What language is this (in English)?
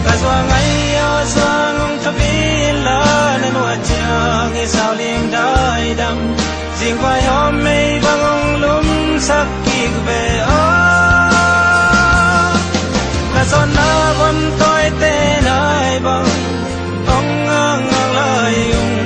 Tedim Chin